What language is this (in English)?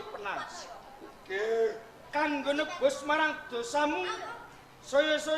Javanese